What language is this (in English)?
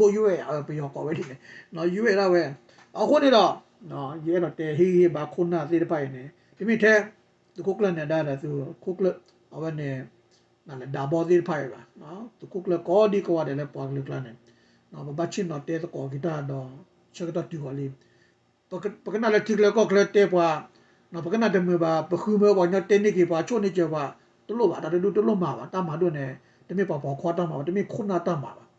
S'gaw Karen